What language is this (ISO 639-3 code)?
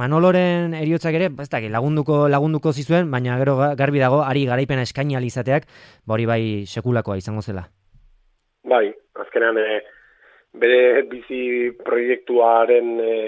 eus